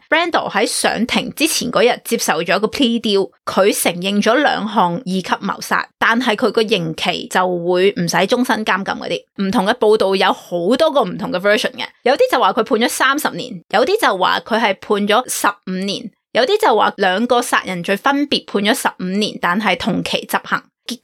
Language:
Cantonese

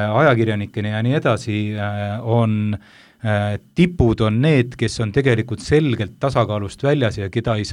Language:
Estonian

